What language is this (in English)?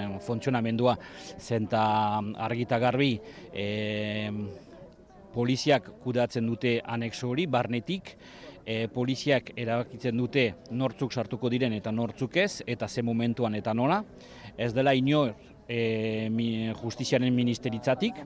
Basque